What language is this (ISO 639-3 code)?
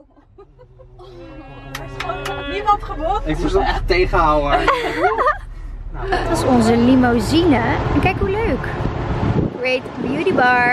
nld